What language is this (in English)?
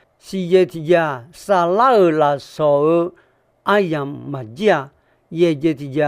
Akha